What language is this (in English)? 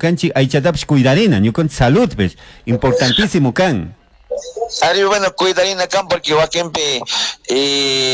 Chimborazo Highland Quichua